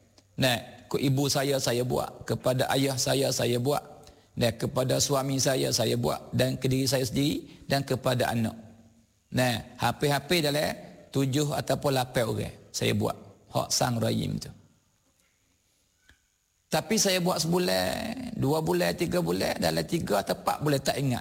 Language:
Malay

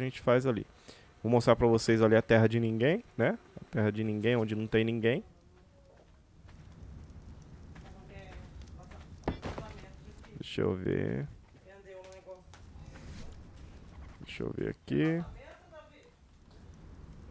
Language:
Portuguese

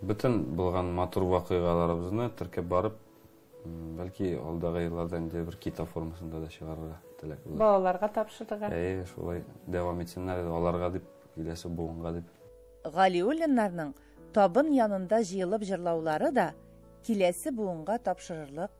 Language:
Tatar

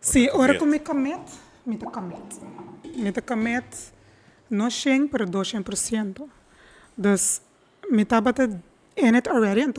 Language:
Papiamento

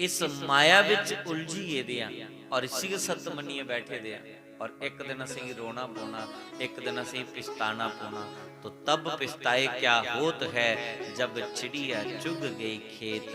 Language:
Dogri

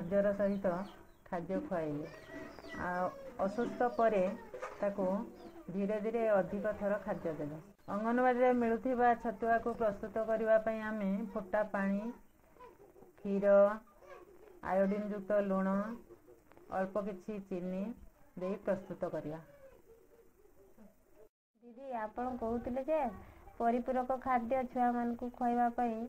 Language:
Odia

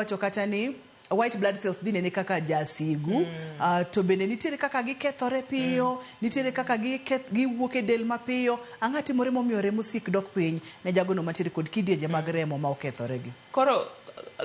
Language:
Luo (Kenya and Tanzania)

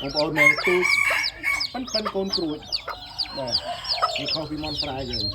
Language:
Khmer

